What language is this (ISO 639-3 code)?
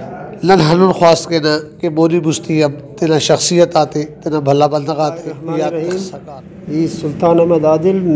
brh